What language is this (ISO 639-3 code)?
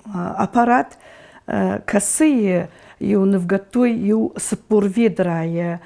oss